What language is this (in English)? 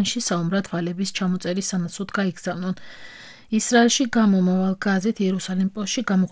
Georgian